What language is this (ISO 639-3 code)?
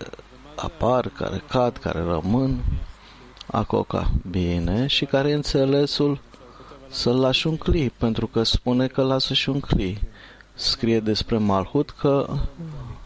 ron